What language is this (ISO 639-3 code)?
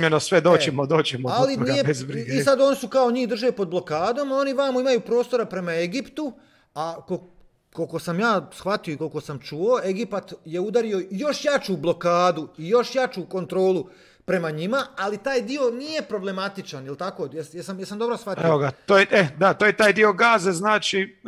hrv